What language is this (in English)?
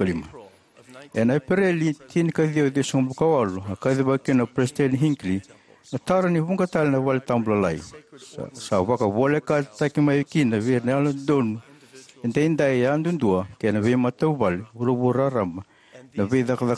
Fijian